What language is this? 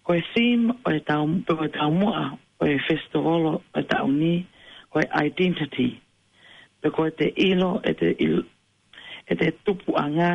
Tongan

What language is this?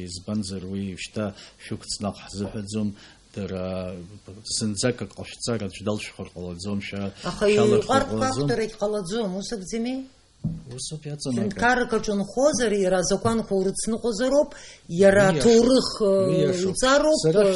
Abkhazian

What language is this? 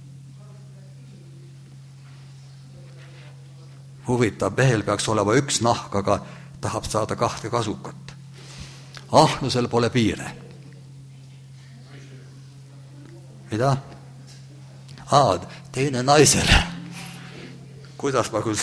Estonian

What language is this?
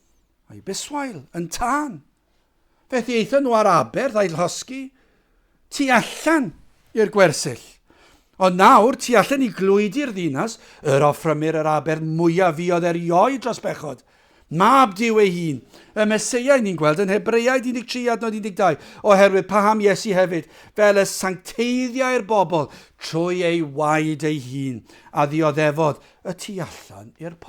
Welsh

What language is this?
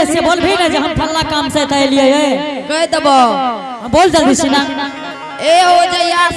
Angika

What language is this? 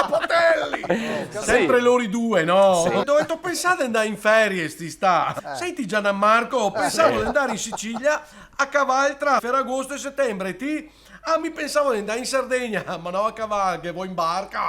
Venetian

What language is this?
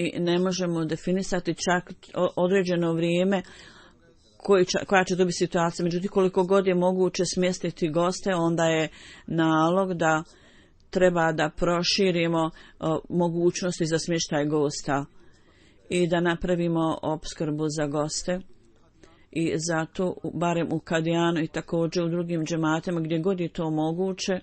Bosnian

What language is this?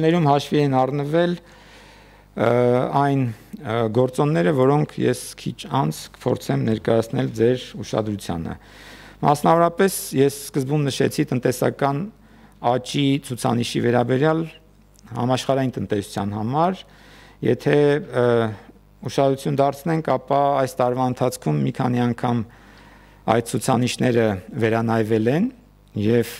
Armenian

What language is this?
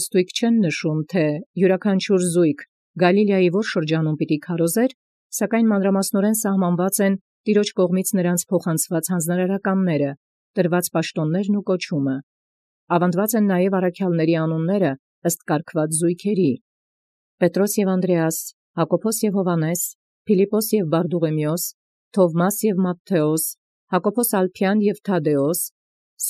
Armenian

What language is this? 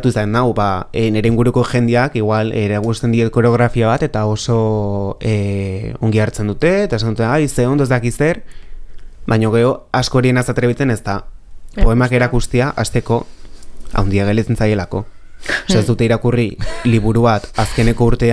Basque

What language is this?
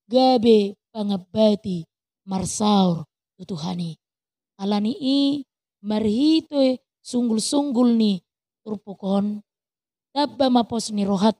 Batak Toba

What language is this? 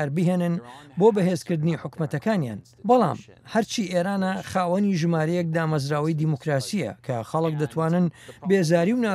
Central Kurdish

